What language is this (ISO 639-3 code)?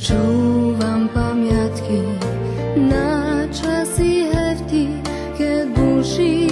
rue